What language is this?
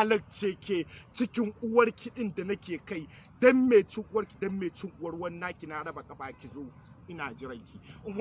Hausa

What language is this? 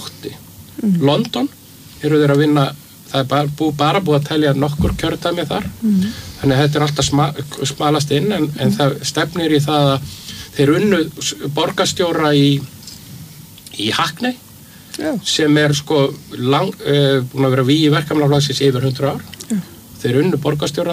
Icelandic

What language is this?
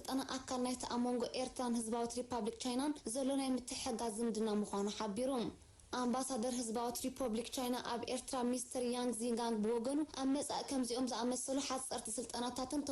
Tigrinya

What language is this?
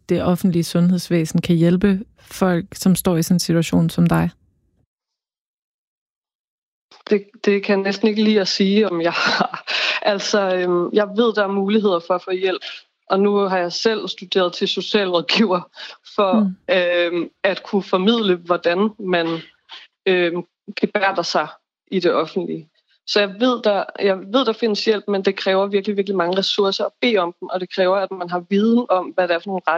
Danish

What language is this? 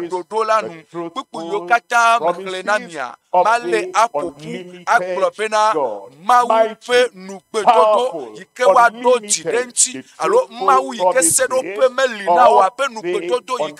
Ewe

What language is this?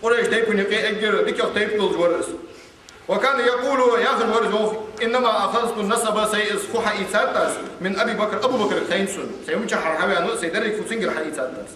Ingush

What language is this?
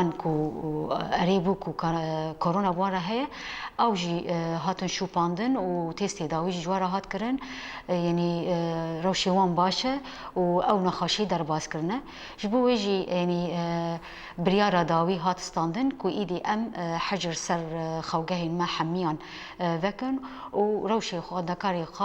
Kurdish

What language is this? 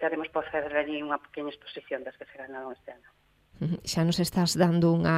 Galician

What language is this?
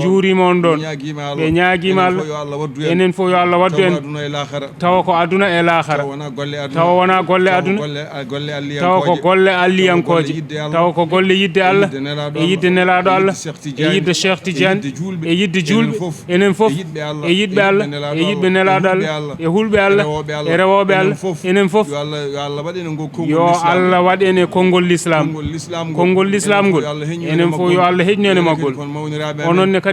Fula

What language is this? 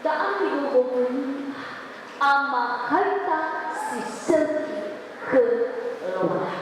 Nias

